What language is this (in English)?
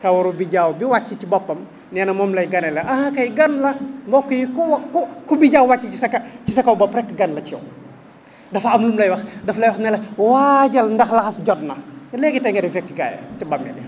Wolof